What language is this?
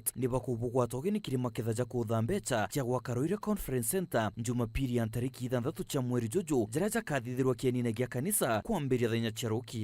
Meru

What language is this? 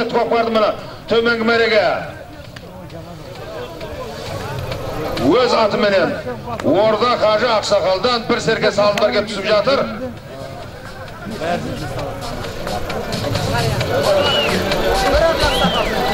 Kazakh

